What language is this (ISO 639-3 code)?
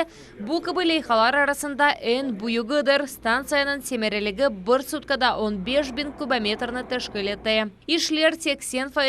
crh